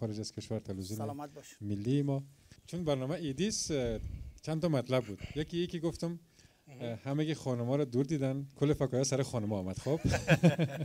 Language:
Persian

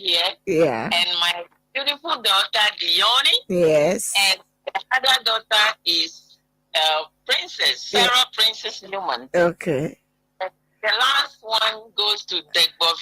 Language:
Ewe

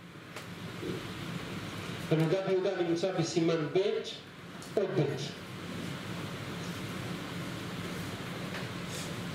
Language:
Hebrew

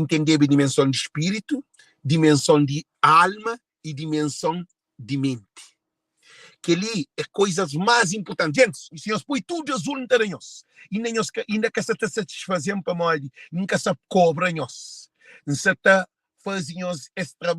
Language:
Kabuverdianu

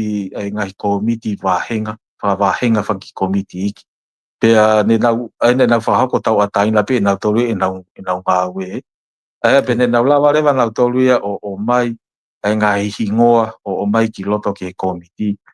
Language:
Tongan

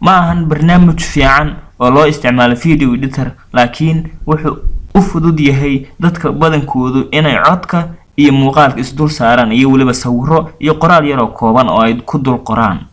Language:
Somali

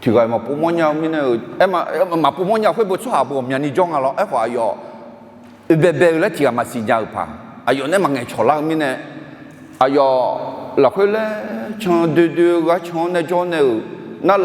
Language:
Akha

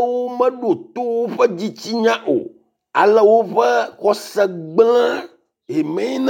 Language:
Ewe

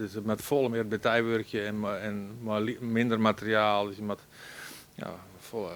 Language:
Western Frisian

